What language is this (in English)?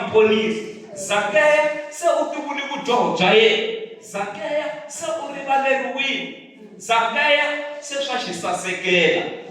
Tsonga